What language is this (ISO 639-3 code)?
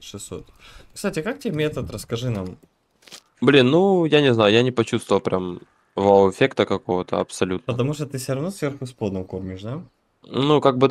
rus